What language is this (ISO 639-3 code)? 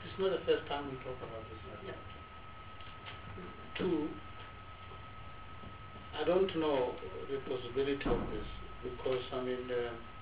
eng